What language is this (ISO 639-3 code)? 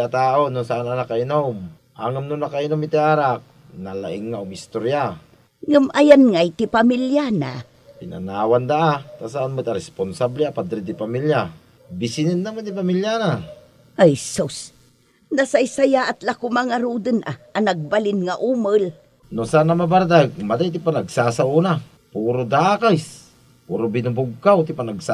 ilo